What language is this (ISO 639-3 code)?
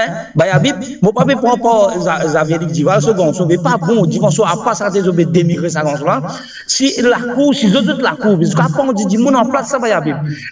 mfe